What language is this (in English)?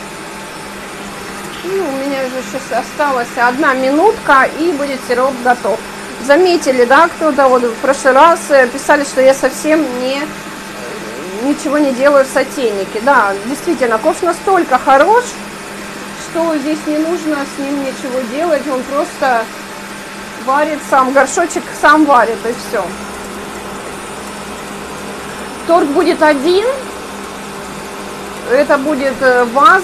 Russian